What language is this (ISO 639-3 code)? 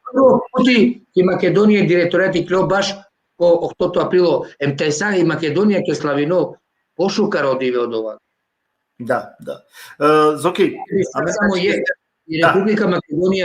rmn